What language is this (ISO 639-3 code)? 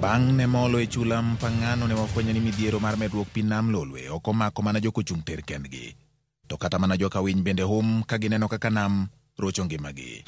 luo